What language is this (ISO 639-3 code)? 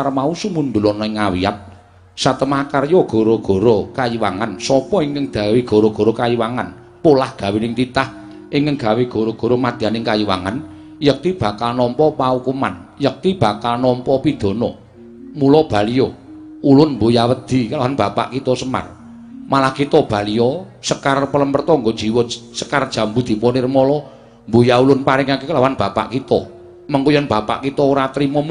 jav